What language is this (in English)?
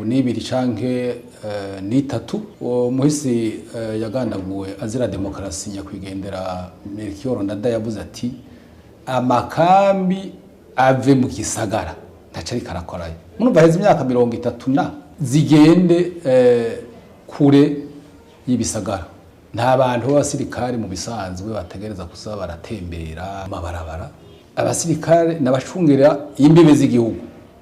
Rundi